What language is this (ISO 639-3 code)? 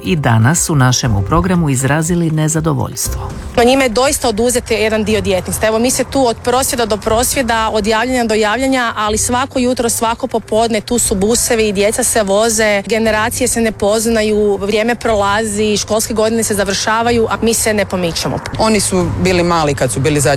hrv